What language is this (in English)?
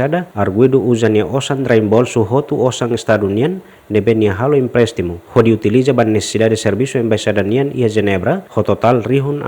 Tetum